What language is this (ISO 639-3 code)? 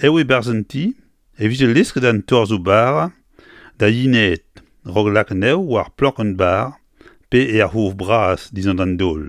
bre